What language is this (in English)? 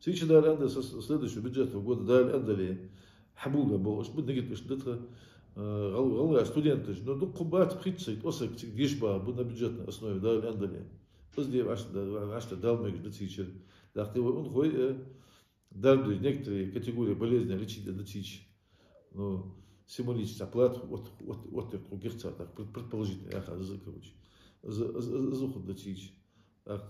Ingush